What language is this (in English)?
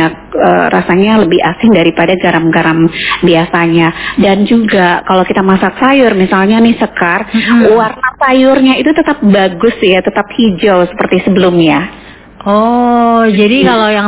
Indonesian